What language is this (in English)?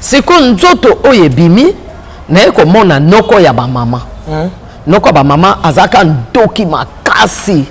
Lingala